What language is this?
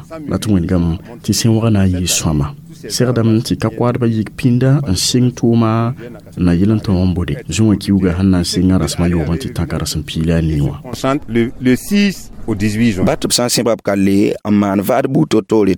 Mossi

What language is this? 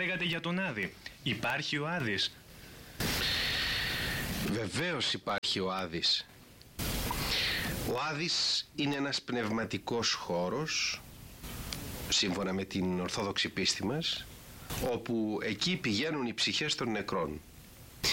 Greek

